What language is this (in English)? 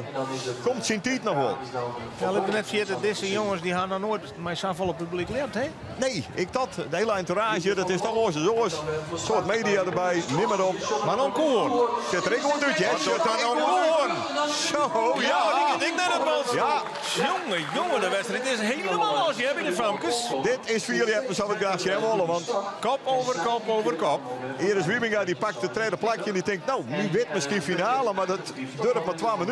Western Frisian